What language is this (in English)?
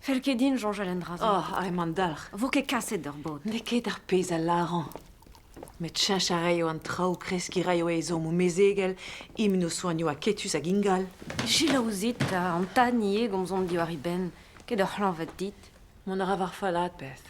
Breton